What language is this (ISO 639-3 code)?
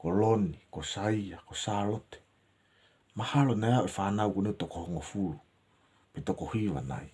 ton